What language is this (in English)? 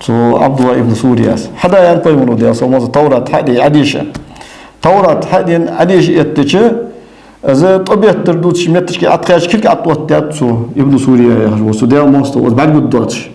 Ingush